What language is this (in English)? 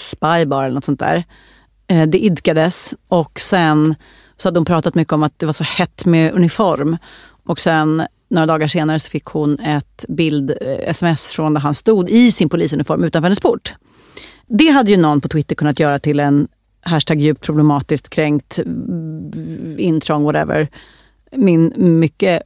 Swedish